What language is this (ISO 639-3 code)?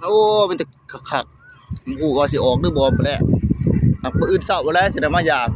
tts